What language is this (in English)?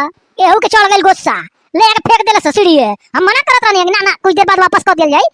Bhojpuri